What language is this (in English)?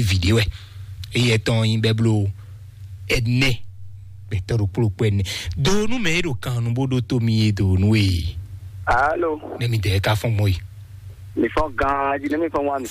Fon